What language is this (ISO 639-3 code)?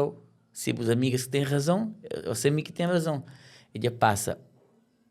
kea